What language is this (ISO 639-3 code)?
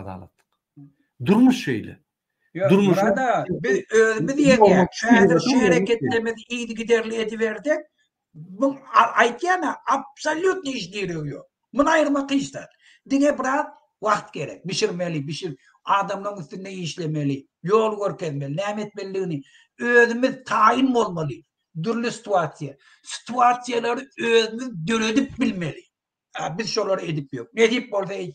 tuk